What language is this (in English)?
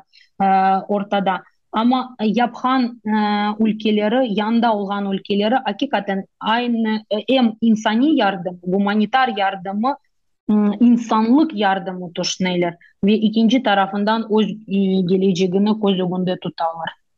Crimean Tatar